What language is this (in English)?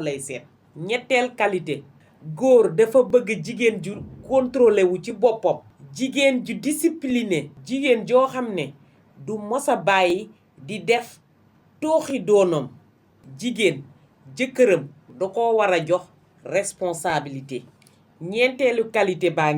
Wolof